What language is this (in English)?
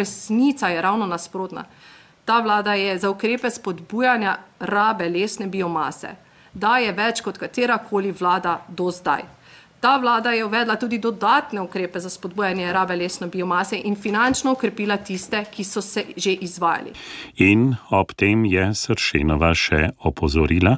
Slovenian